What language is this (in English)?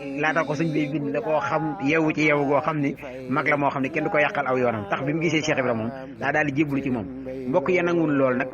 Wolof